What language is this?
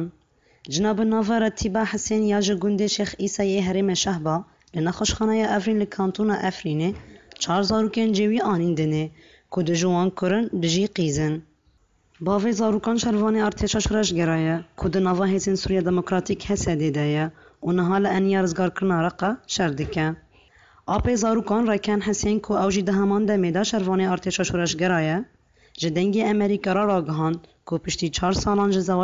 Kurdish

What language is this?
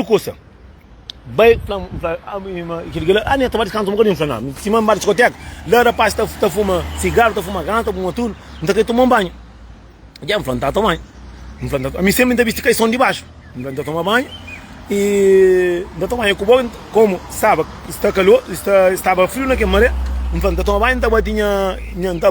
Kabuverdianu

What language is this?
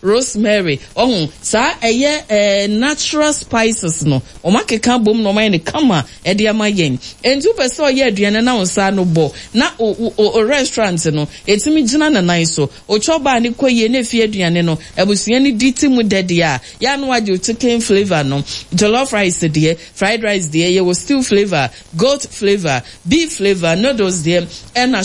Akan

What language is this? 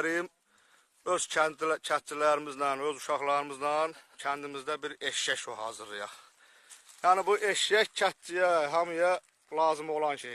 Azerbaijani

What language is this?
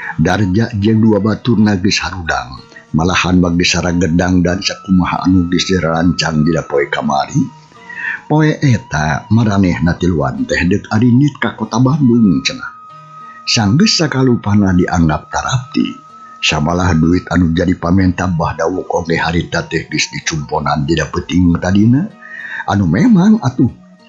Sundanese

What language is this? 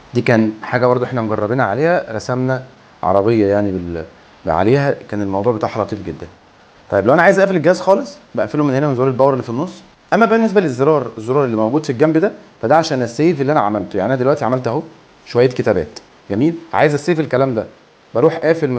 Egyptian Arabic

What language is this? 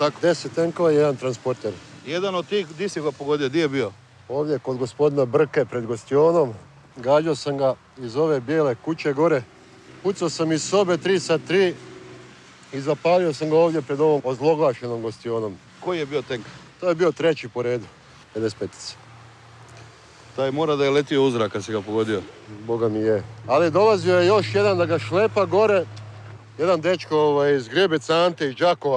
Croatian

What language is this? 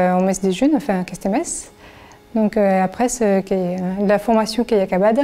Occitan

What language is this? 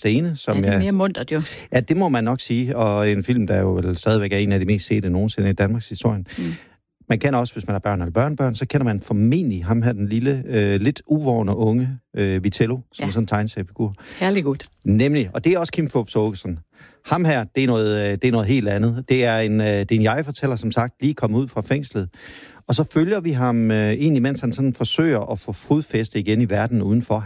Danish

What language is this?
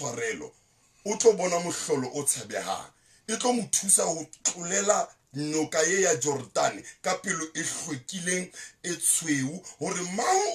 Southern Sotho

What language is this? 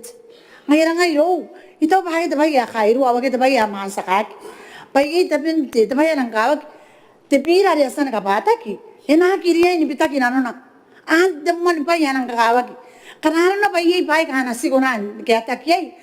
Gilbertese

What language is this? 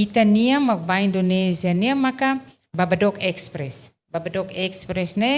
Tetum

